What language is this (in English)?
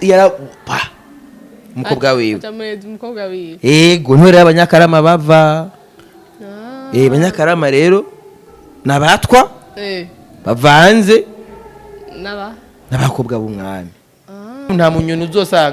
Rundi